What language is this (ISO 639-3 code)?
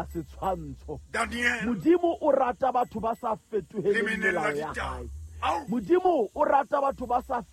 sot